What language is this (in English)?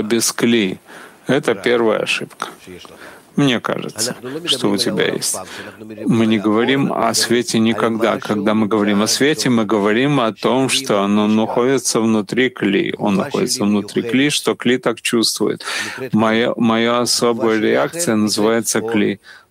Russian